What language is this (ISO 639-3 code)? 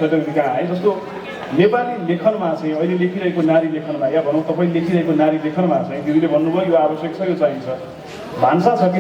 nep